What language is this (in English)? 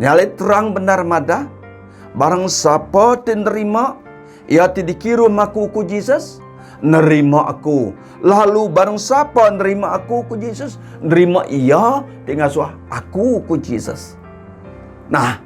Iban